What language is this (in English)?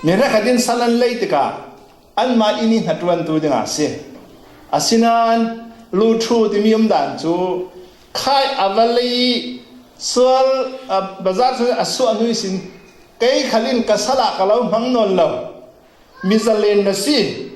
Falam Chin